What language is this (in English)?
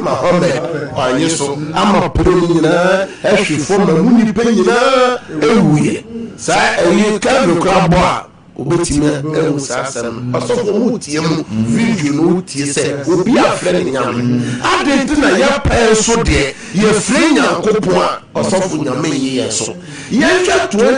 Akan